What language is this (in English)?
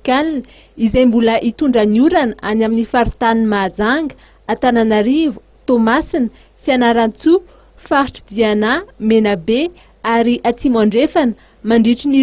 Malagasy